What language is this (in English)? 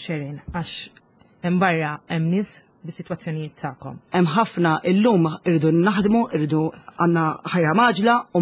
Maltese